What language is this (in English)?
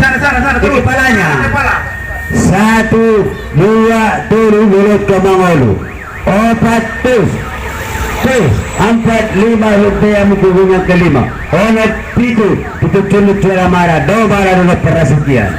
Batak Angkola